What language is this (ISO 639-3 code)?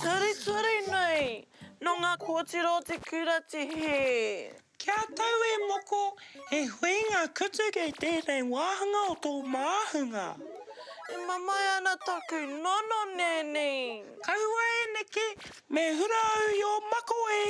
mri